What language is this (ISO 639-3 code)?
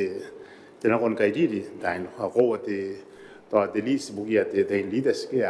gil